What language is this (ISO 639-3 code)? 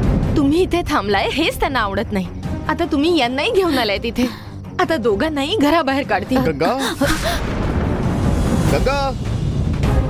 mar